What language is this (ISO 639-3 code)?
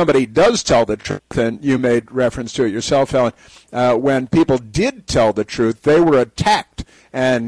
eng